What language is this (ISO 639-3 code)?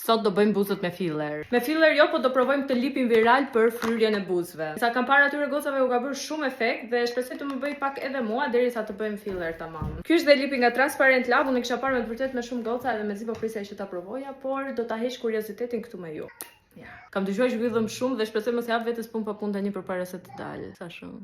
sqi